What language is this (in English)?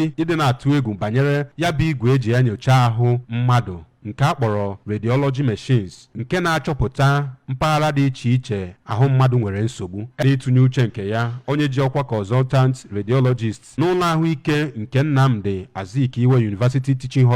Igbo